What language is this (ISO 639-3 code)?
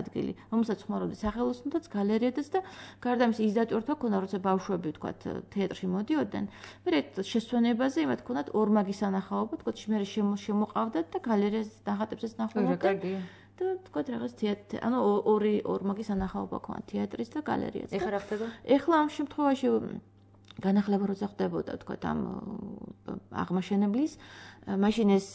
kat